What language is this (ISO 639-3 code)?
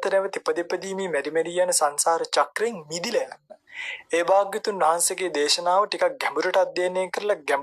sin